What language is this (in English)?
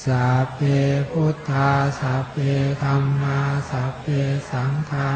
Pali